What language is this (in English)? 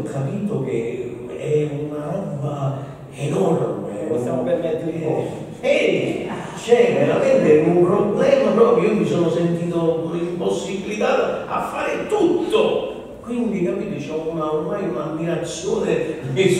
Italian